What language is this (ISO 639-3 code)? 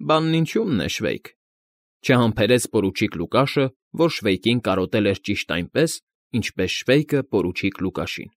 hye